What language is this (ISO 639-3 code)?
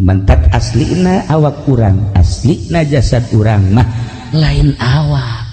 sun